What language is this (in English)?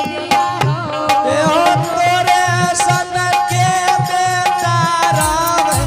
Angika